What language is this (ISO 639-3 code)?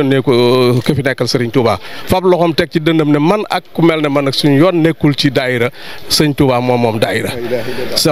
wol